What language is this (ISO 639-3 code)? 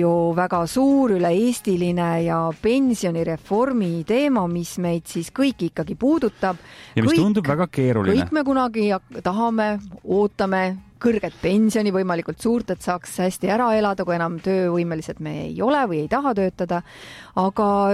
est